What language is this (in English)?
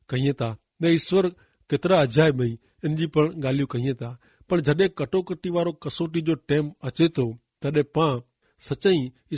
Kachhi